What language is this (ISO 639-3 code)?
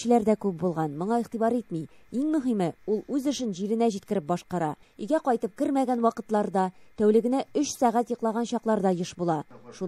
tat